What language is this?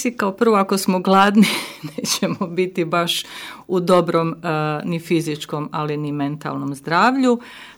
Croatian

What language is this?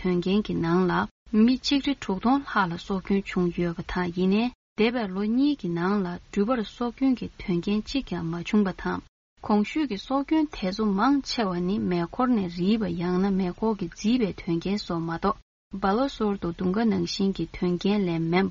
Tibetan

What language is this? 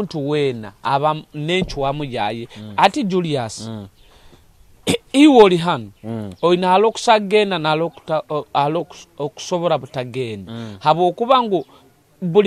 Nyoro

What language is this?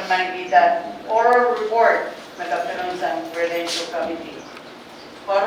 Pohnpeian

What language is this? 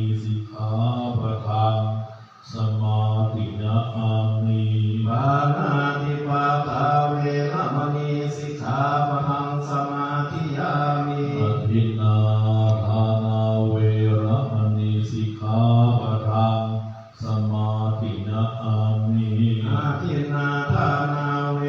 Pali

